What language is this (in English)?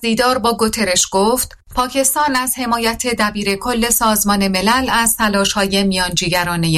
Persian